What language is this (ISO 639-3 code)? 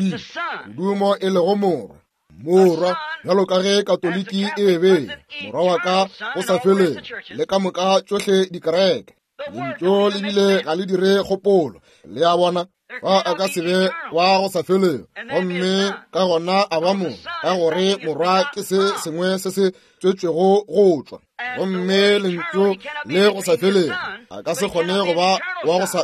nso